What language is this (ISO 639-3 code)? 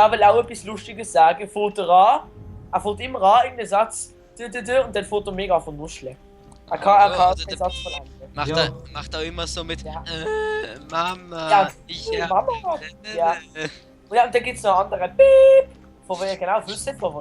gsw